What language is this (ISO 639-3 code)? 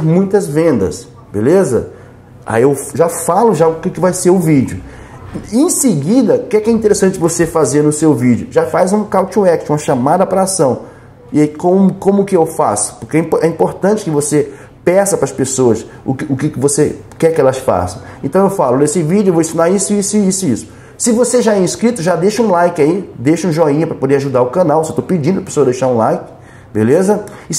por